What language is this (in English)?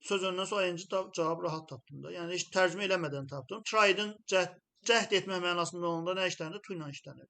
Azerbaijani